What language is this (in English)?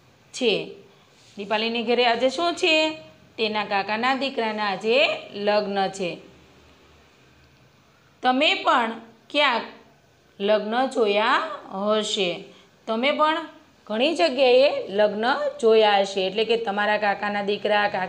Gujarati